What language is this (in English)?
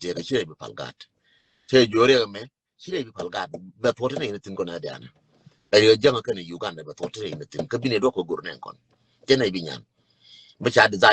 Nuer